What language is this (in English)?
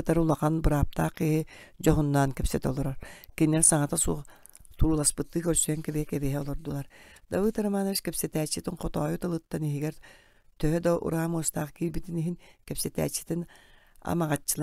Yakut